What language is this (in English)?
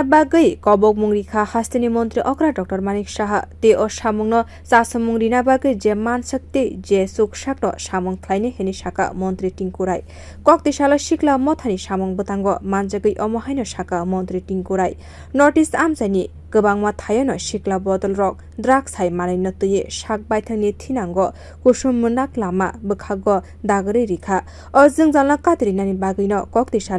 Kok Borok